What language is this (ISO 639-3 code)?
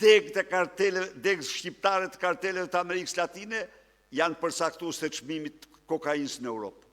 sqi